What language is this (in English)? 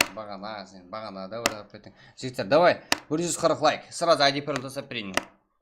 Kara-Kalpak